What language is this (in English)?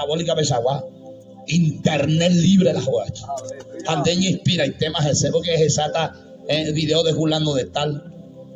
Guarani